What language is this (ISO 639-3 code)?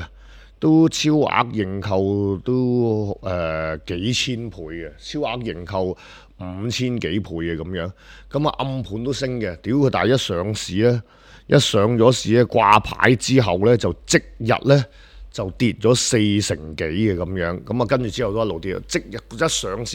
yue